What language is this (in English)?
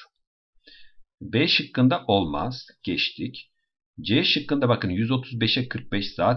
Turkish